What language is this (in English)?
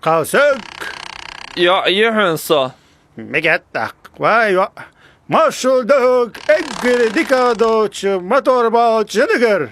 Ingush